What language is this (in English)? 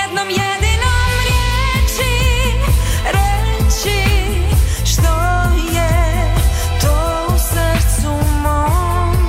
Croatian